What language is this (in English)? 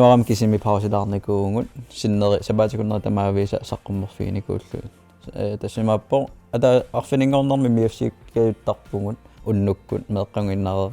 Kalaallisut